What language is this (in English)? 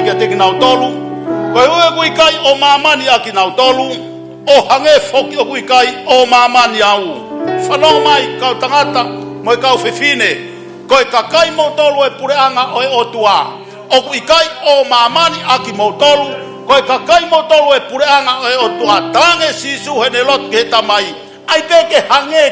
Tongan